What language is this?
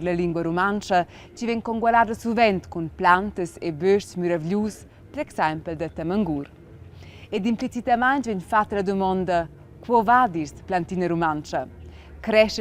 Romansh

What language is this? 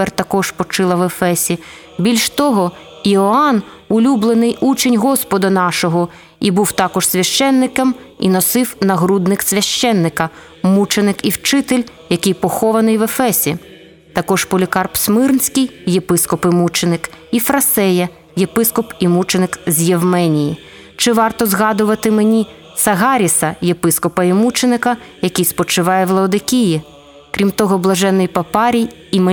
Ukrainian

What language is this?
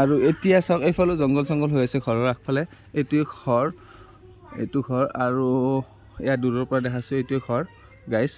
Assamese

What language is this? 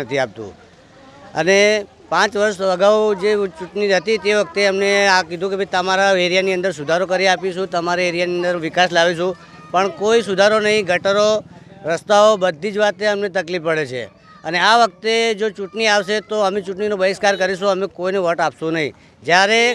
Gujarati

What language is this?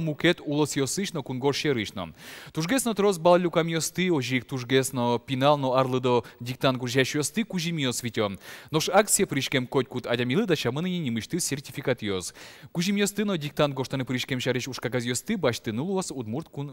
Udmurt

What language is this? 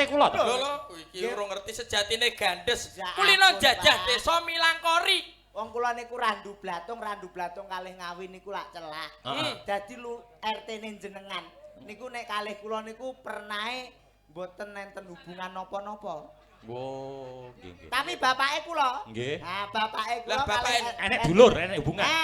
Javanese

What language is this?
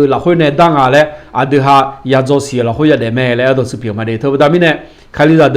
Akha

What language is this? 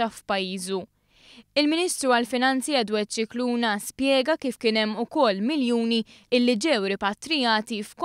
Maltese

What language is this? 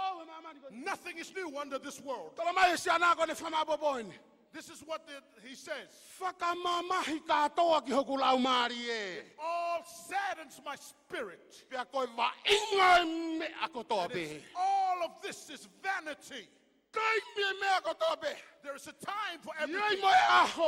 Tongan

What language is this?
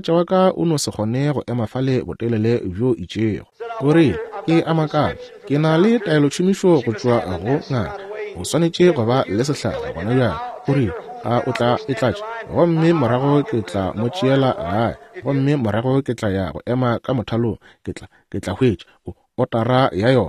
Northern Sotho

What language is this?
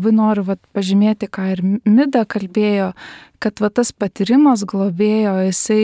Lithuanian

